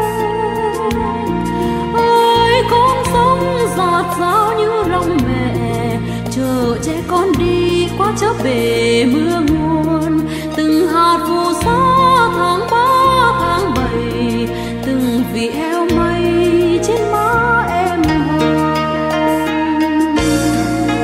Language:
Vietnamese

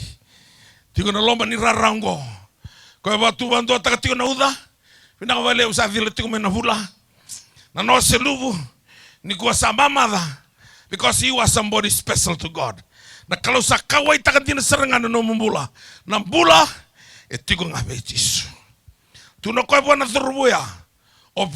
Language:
Fijian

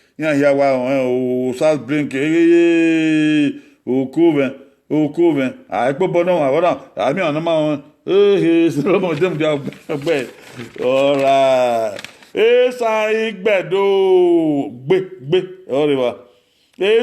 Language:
Bini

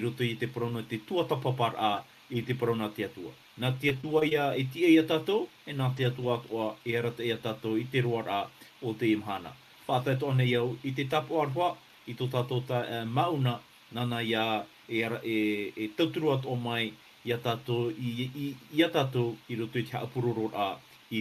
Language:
Tahitian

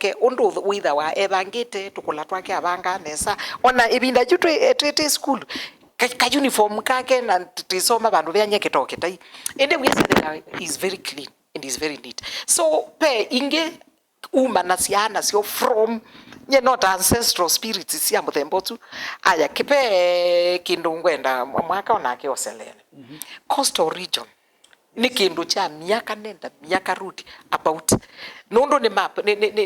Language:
Kamba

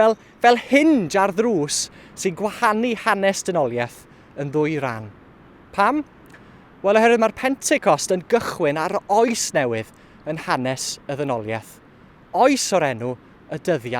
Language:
Welsh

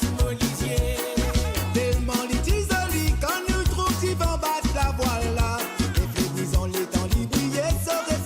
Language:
Morisyen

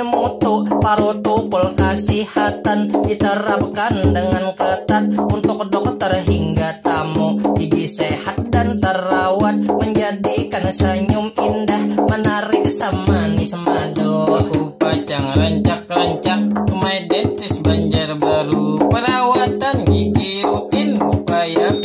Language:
Banjar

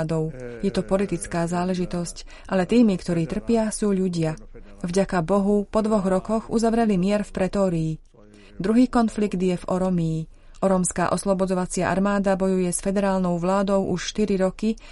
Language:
Slovak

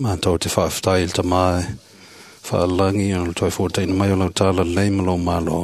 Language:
Samoan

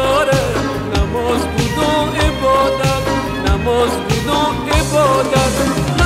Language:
Persian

